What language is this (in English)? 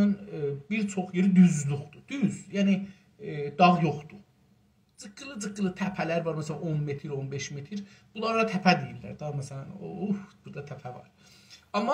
South Azerbaijani